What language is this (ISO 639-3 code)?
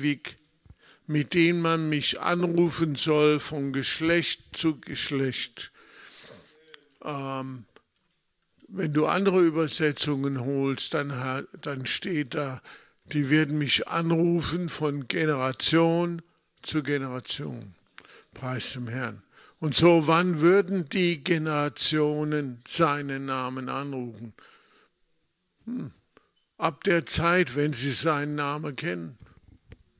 deu